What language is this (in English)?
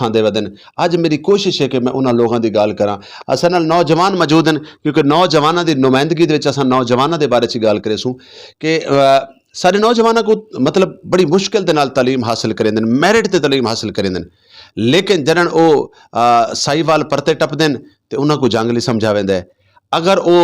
Saraiki